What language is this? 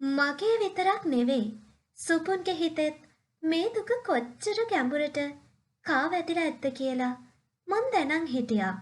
Sinhala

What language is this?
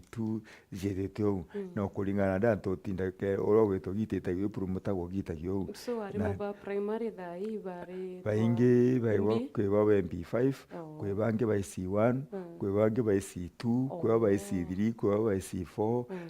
Meru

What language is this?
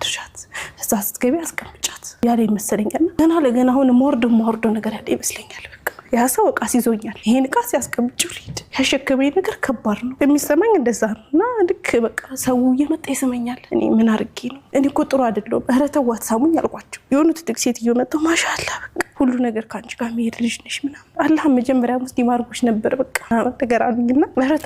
Amharic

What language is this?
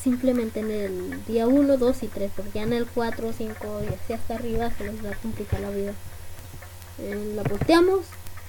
Spanish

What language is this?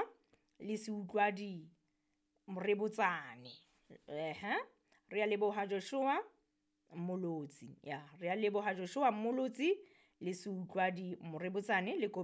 Southern Sotho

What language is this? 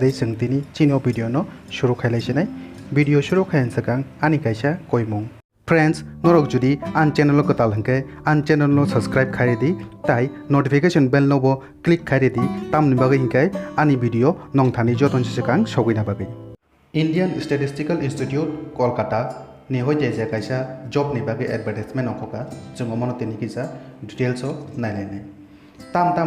Kok Borok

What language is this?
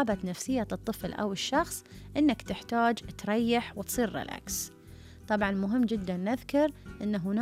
Gulf Arabic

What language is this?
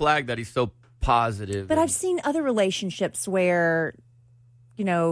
English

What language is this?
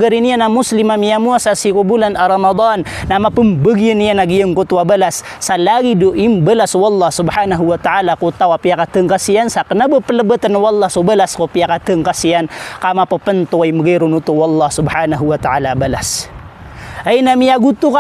Maranao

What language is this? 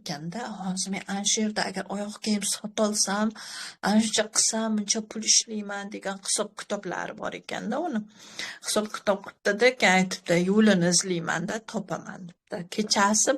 Uzbek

